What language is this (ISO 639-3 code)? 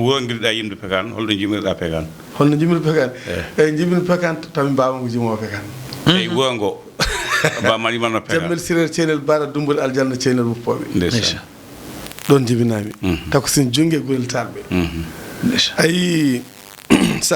ful